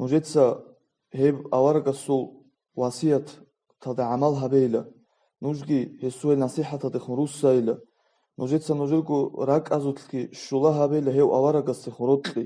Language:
Avaric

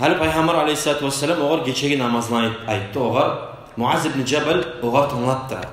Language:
Kumyk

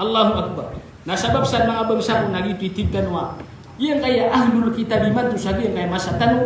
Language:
Maranao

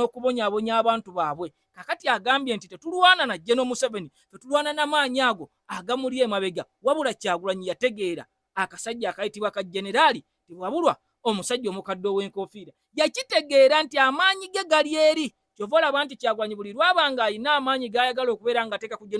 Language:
Ganda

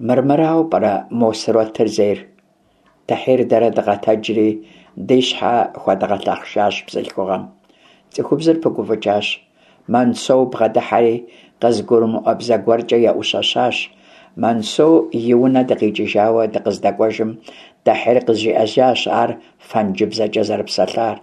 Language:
Kabardian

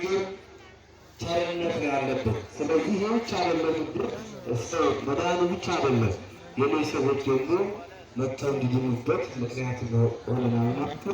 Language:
Amharic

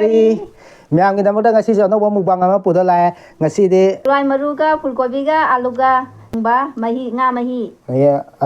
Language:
Manipuri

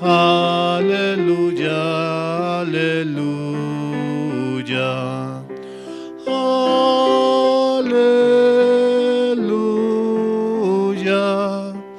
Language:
South Bolivian Quechua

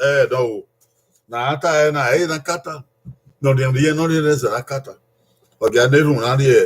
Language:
Bini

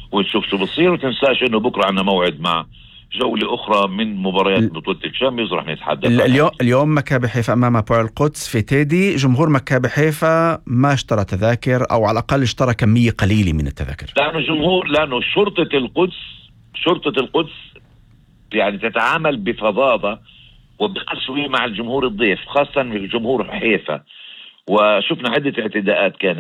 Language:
North Levantine Arabic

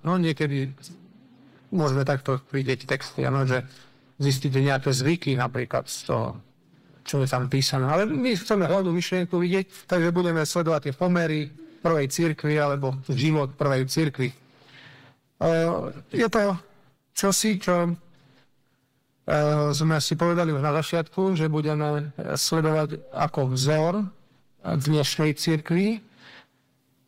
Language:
Slovak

